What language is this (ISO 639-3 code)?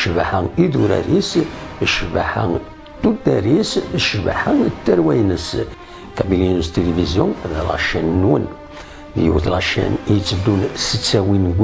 kab